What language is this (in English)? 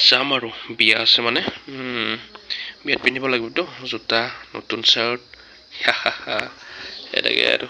Assamese